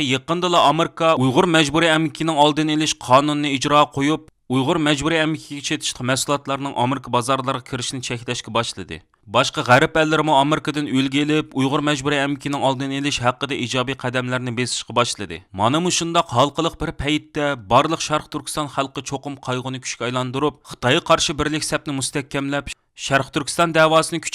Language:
Uyghur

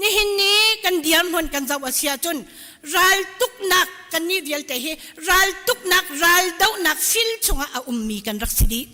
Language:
Hakha Chin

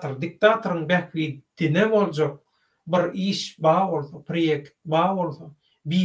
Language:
Turkmen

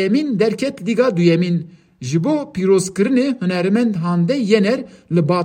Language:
Kurdish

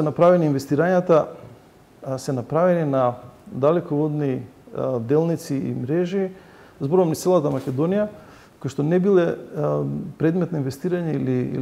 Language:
Macedonian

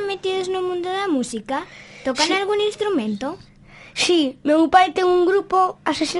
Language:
Galician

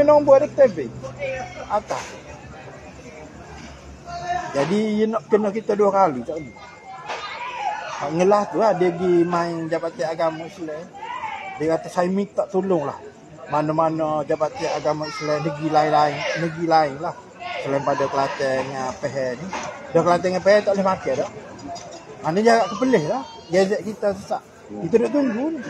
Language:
Malay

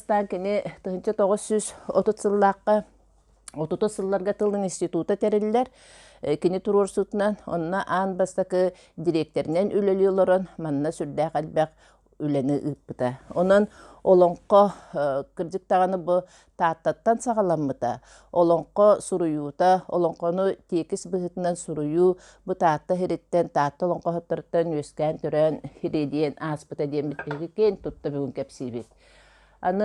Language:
Yakut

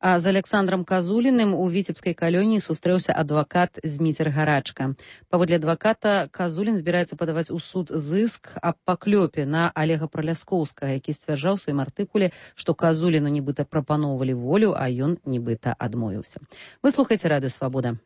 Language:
Belarusian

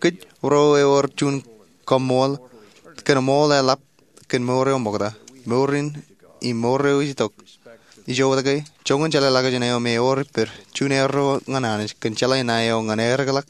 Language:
Marshallese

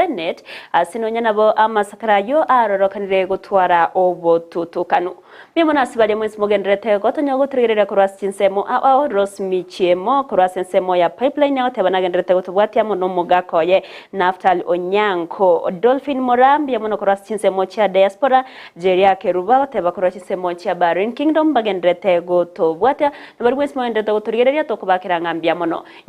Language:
Gusii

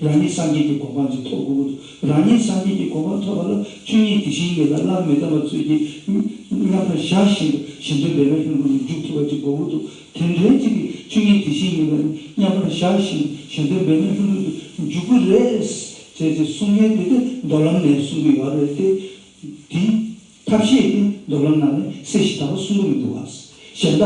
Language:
Tibetan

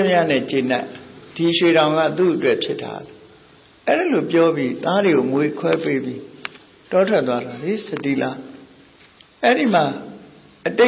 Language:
Burmese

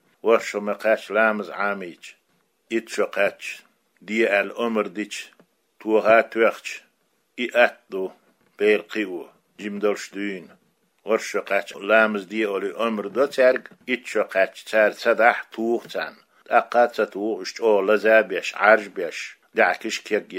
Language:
Chechen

